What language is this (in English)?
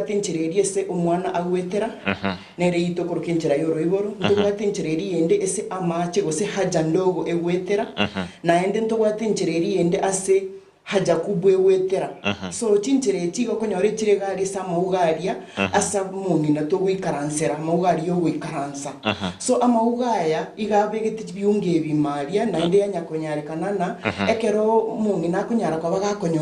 Gusii